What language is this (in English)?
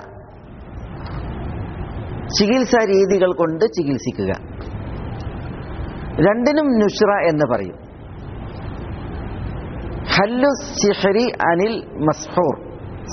Malayalam